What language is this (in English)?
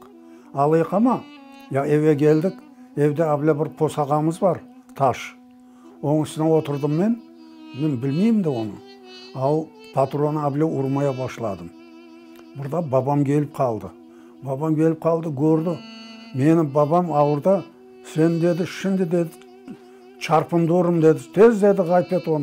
Crimean Tatar